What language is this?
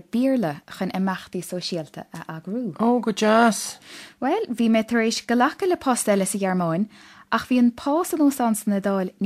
Irish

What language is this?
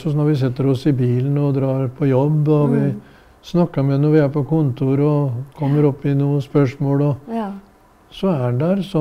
Norwegian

